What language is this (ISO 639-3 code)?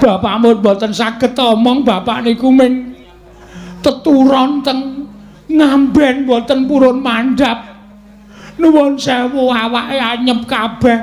jav